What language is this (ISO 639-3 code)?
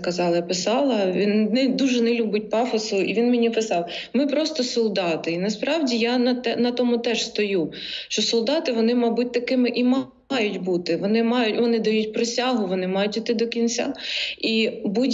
ukr